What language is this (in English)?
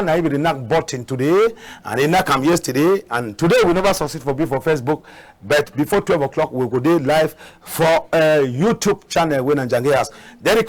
Cameroon Pidgin